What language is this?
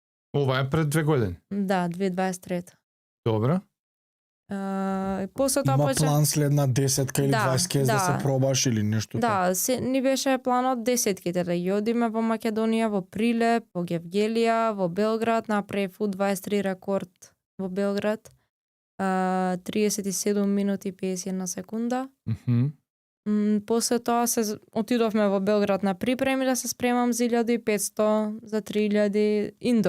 Macedonian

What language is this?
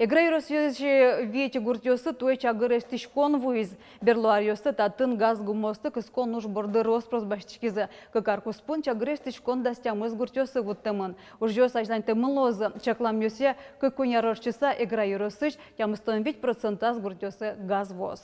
Udmurt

